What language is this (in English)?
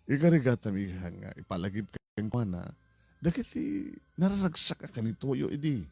Iloko